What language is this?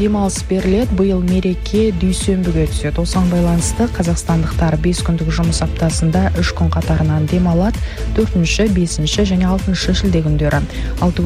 Kazakh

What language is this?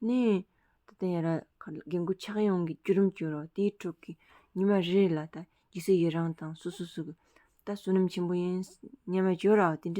Tibetan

